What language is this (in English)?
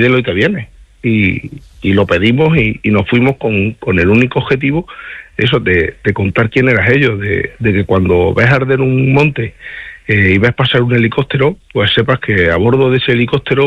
Spanish